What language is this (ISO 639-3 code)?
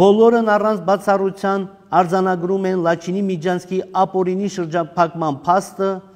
hye